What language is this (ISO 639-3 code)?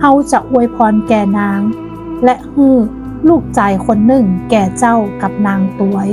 nod